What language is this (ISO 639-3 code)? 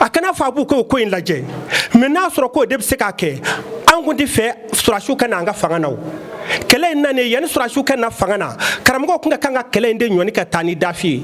bam